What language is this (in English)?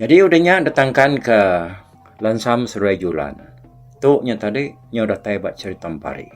Iban